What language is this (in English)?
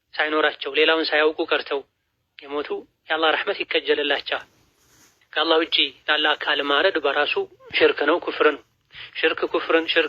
Amharic